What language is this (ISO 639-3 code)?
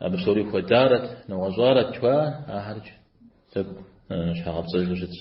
kbd